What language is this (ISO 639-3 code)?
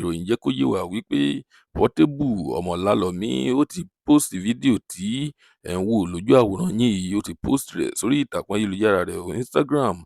yor